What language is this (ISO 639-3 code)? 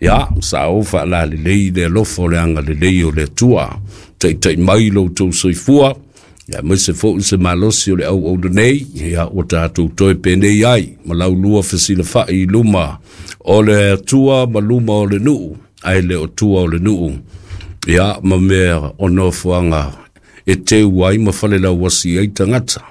smo